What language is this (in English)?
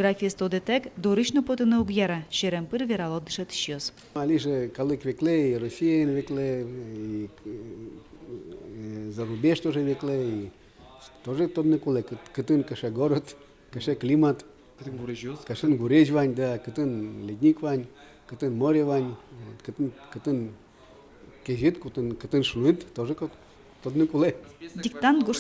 Udmurt